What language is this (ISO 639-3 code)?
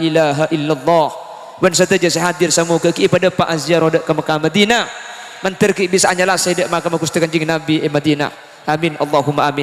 mad